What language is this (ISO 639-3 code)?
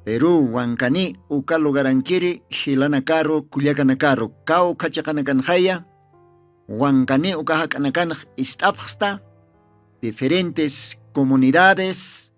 aym